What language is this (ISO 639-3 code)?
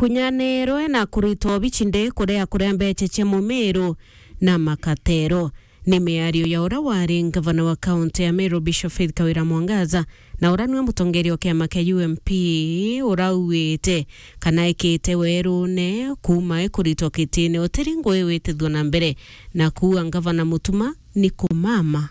mer